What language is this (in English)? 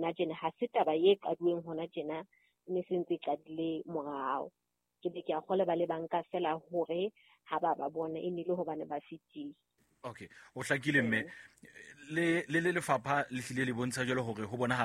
Southern Sotho